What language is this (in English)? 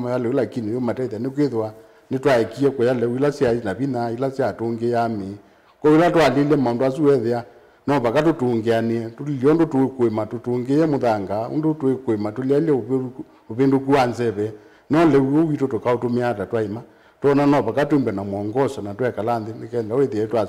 Kamba